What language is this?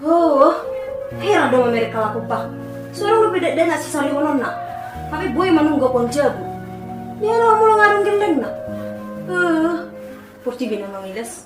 Batak Toba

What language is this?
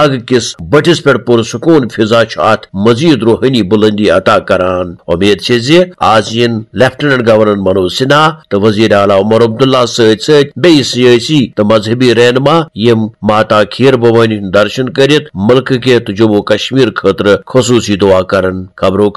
Kashmiri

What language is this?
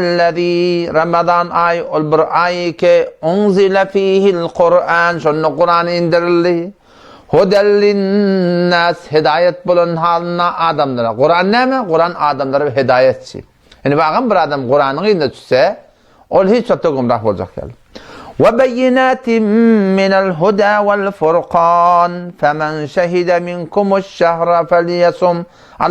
Turkmen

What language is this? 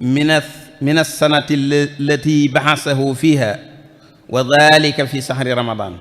Wolof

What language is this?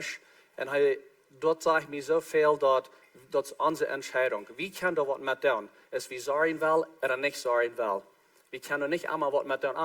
Plautdietsch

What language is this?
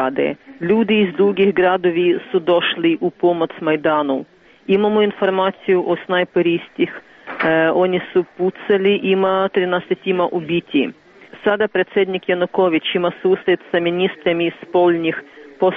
Serbian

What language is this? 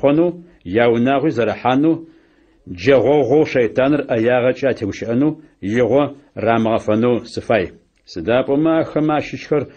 Adyghe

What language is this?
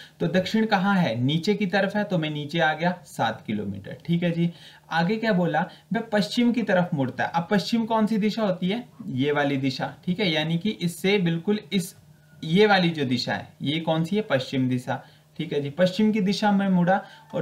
Hindi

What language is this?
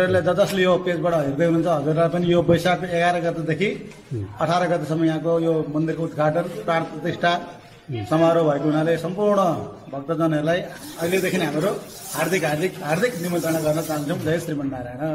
Nepali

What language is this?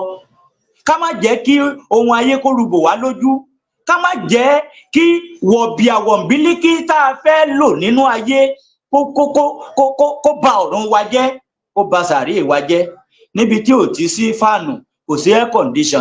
Yoruba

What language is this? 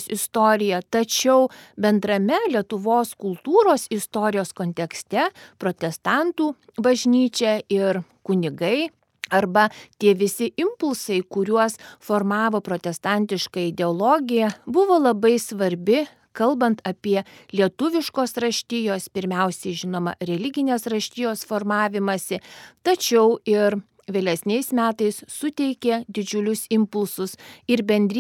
Lithuanian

